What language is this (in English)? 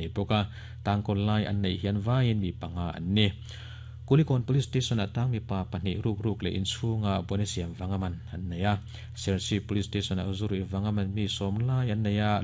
Mizo